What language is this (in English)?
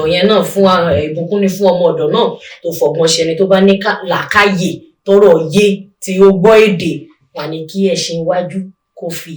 Yoruba